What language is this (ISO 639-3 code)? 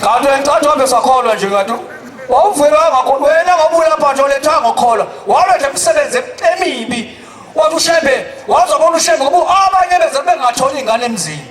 zul